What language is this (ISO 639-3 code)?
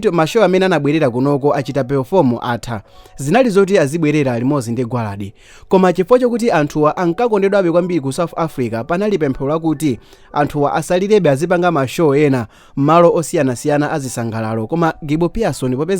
nya